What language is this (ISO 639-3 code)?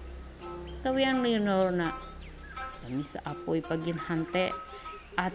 mhy